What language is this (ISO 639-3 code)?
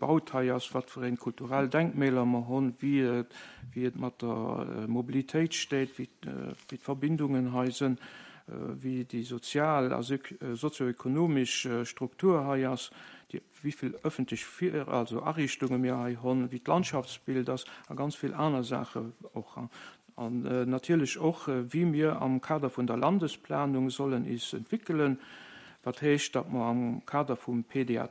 ltz